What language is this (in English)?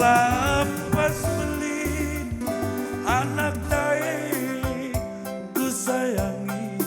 Batak Karo